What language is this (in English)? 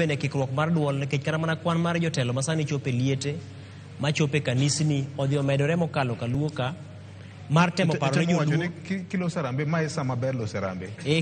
Luo (Kenya and Tanzania)